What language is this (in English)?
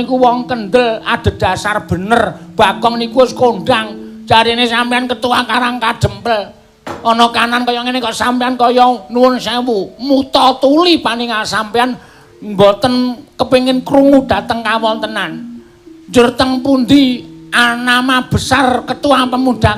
Javanese